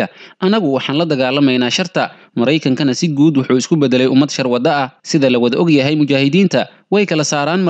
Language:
Somali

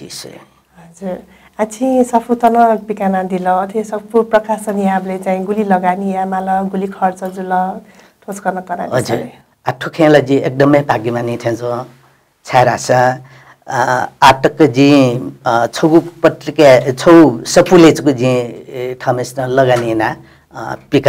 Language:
Newari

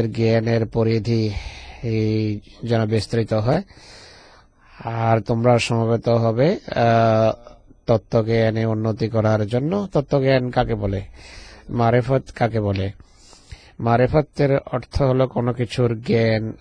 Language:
Bangla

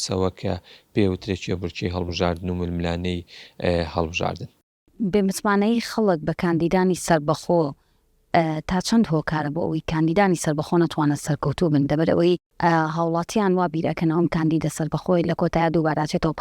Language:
Central Kurdish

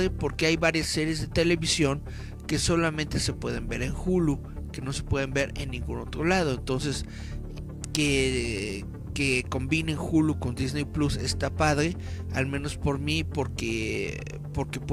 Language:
Spanish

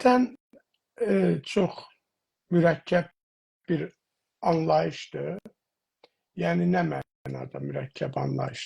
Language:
South Azerbaijani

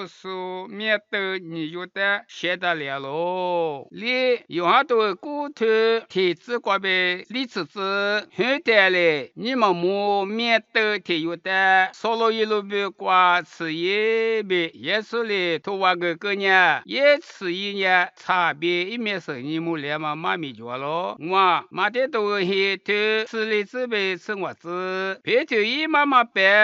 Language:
Lisu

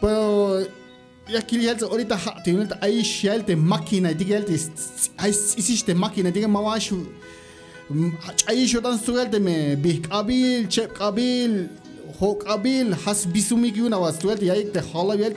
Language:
Tzeltal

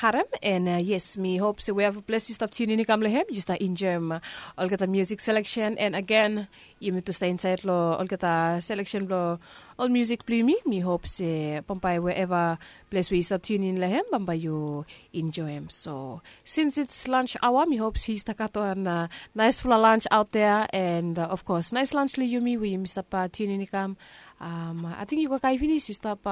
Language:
Bislama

